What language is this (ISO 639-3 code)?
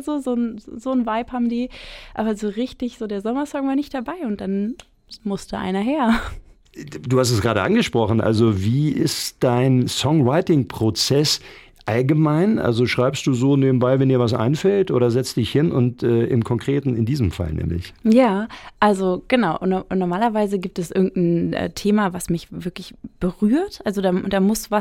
deu